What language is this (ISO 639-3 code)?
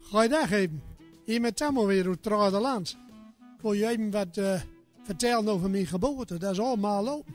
gos